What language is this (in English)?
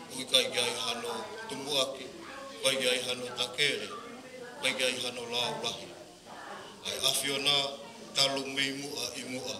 Tongan